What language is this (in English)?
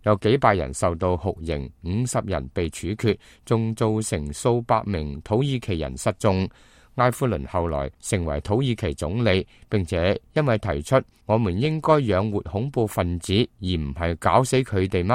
Cantonese